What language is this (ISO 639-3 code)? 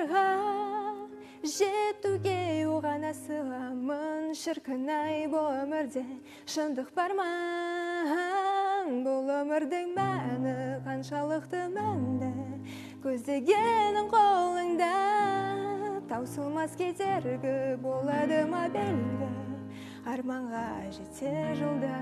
kaz